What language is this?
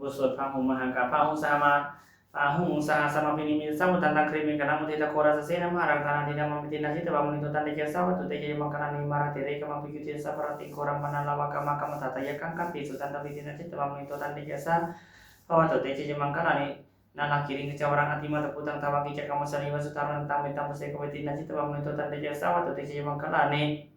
Pali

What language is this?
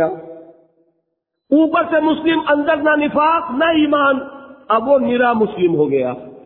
Urdu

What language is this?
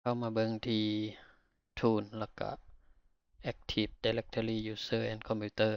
Lao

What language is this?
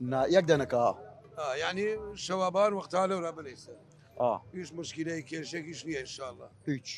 Southern Kurdish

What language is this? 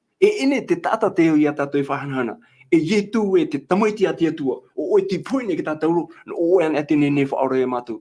Tahitian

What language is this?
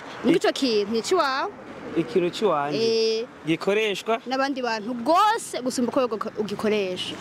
Rundi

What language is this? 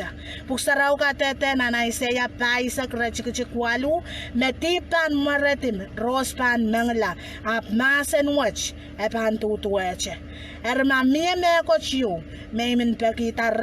Pohnpeian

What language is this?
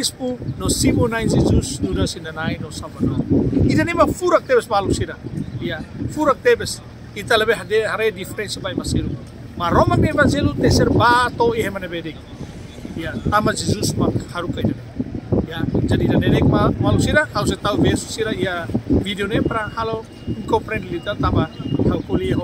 Tetum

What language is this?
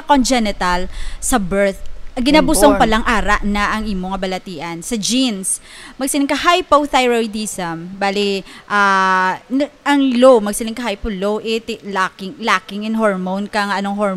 Hiligaynon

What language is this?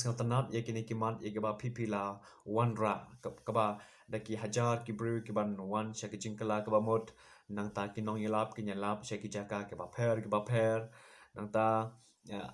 Khasi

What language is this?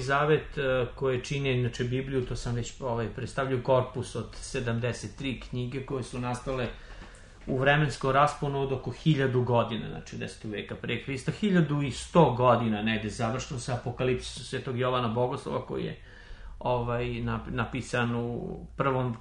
Serbian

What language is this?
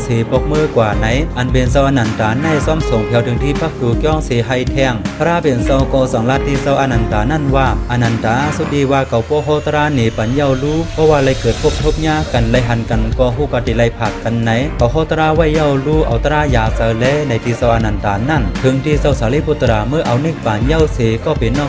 Shan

